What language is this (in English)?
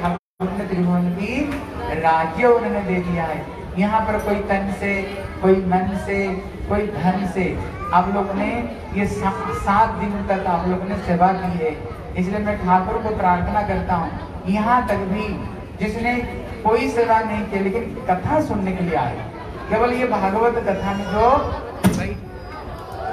Hindi